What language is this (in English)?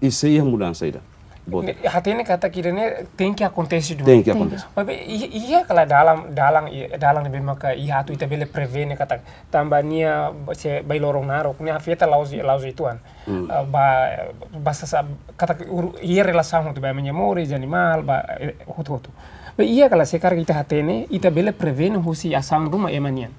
Tetum